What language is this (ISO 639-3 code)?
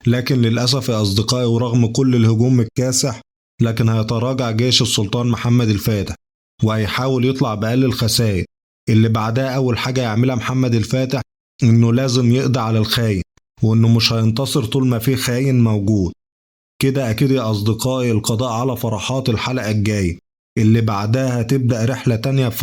arz